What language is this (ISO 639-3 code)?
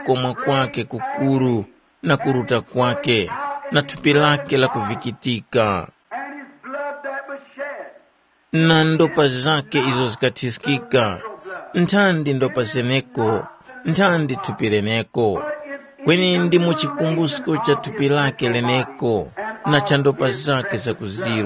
tum